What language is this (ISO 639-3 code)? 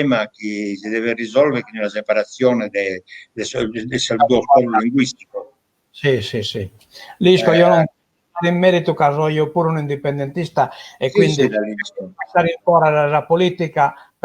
srd